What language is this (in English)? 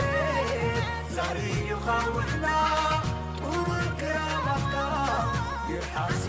Tigrinya